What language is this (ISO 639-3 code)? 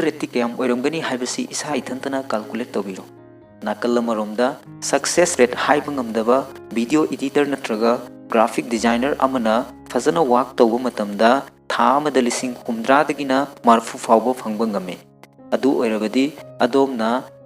mni